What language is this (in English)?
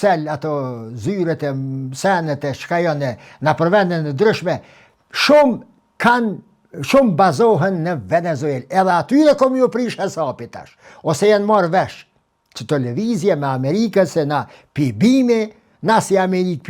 Albanian